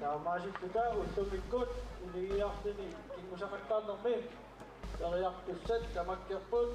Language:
Kalaallisut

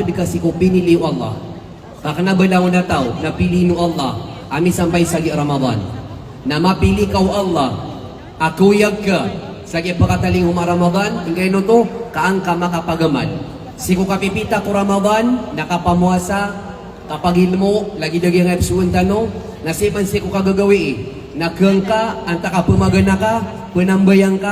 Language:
Maranao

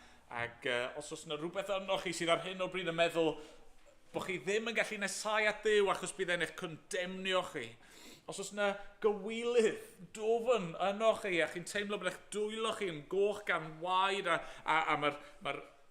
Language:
Welsh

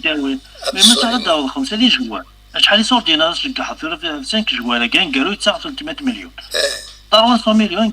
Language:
Kabyle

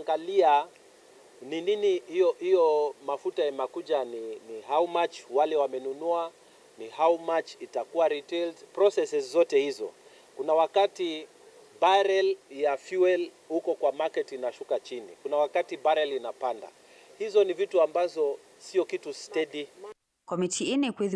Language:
Kamba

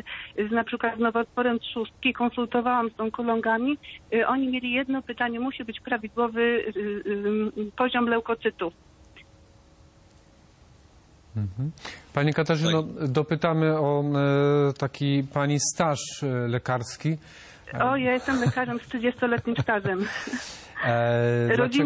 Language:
Polish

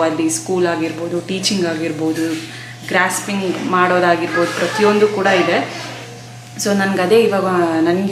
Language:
Kannada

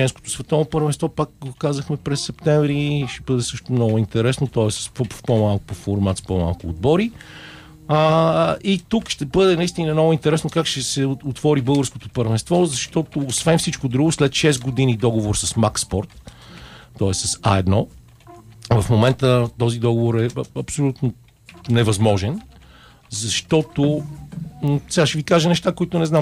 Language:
Bulgarian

